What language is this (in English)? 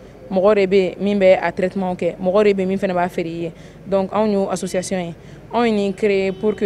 Bambara